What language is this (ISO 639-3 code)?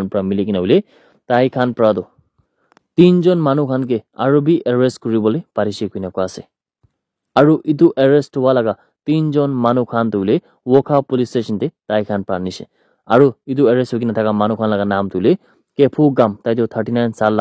nag